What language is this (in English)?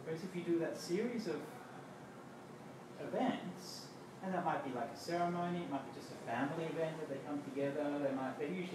English